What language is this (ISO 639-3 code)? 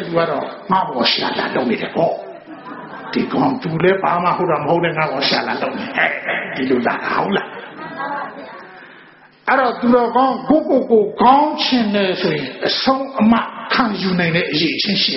mya